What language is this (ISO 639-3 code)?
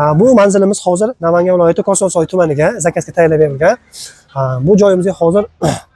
uzb